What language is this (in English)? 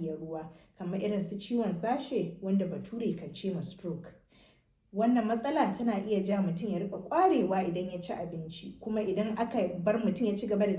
Hausa